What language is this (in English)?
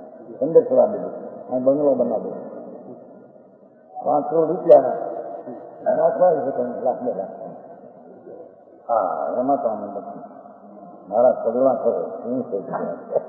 Gujarati